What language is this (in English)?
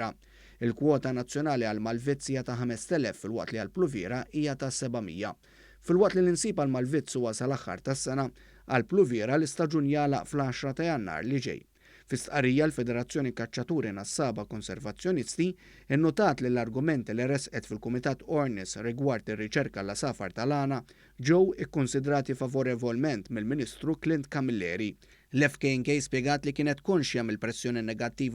Maltese